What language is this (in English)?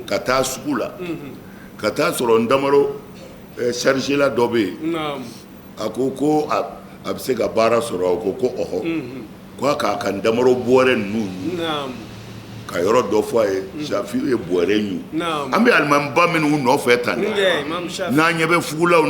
Bambara